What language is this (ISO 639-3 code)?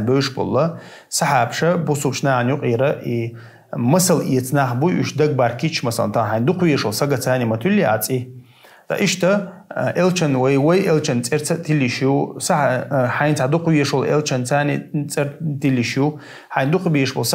che